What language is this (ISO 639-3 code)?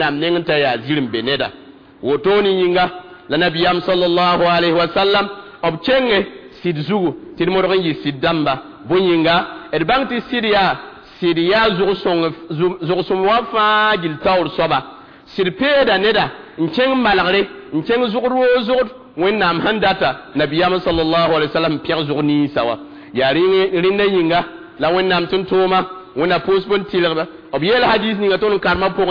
mos